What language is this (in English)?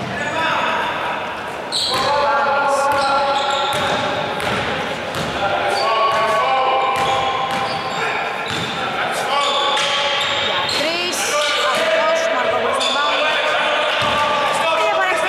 Greek